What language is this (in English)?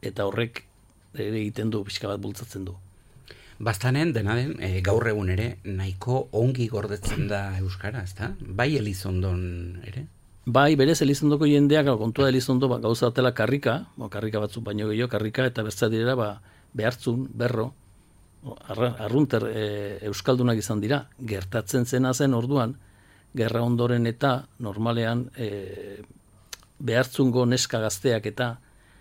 Basque